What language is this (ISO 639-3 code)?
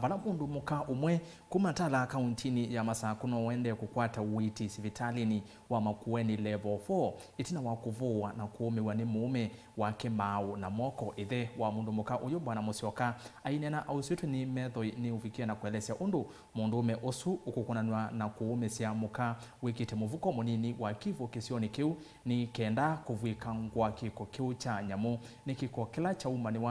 kam